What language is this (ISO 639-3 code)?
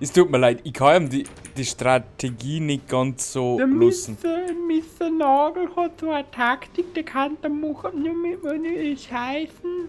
bar